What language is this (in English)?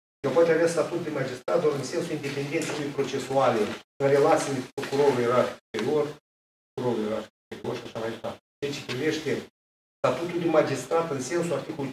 Romanian